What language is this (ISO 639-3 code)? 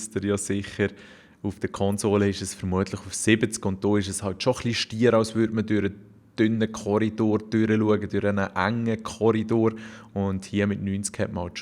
gsw